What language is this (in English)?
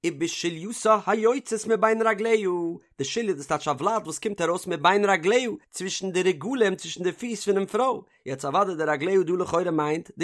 Yiddish